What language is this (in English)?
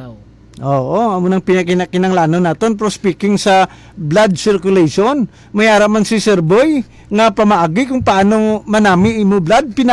Hiligaynon